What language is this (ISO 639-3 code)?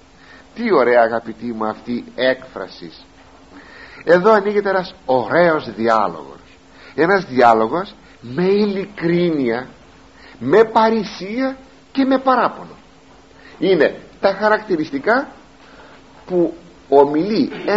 ell